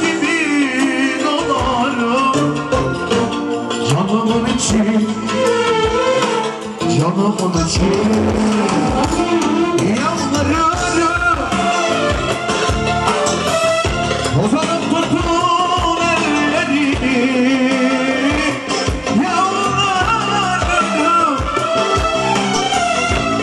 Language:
Turkish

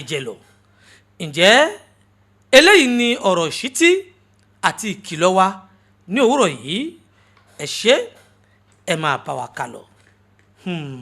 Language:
Yoruba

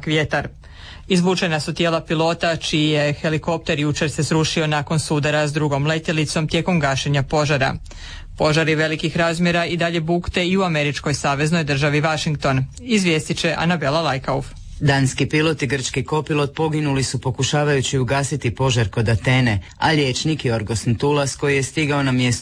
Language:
Croatian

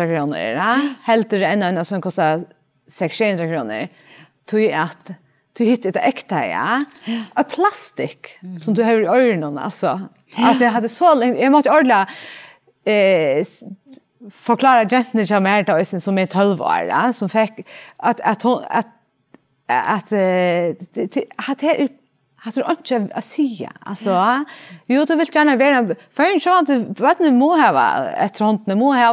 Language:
Faroese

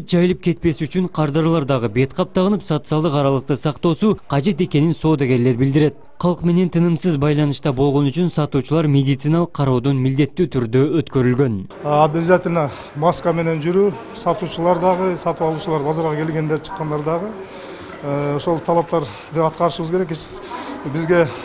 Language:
Kyrgyz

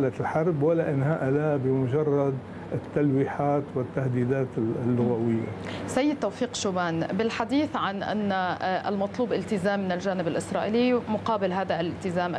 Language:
Arabic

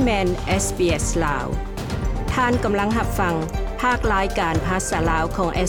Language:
Lao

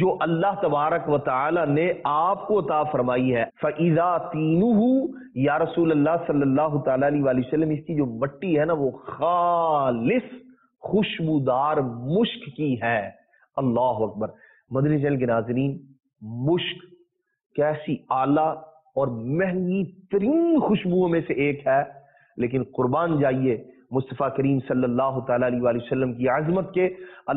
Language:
Urdu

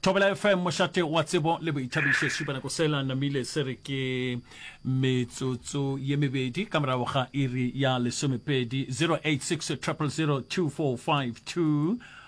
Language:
Northern Sotho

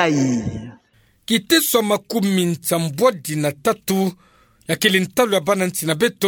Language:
Kituba (Democratic Republic of Congo)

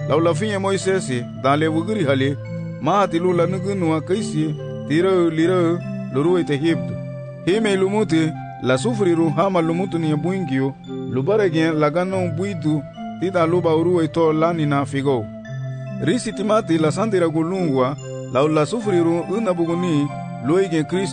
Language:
Garifuna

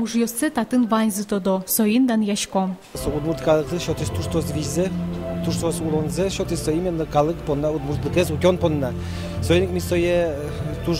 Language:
Udmurt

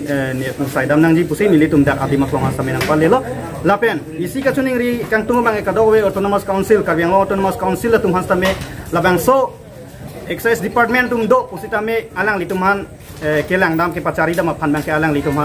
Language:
Karbi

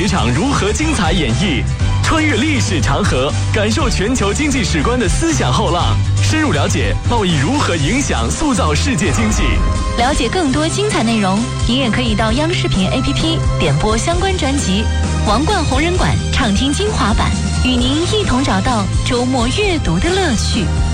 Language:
Chinese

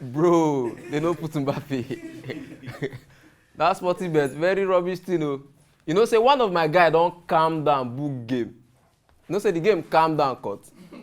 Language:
Nigerian Pidgin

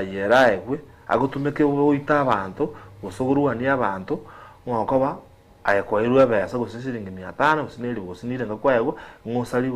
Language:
Gusii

